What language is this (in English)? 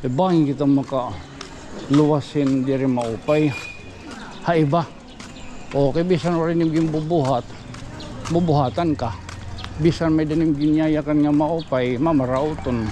Waray